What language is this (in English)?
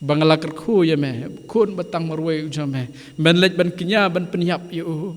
Khasi